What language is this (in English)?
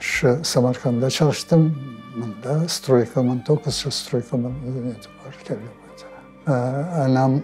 Crimean Tatar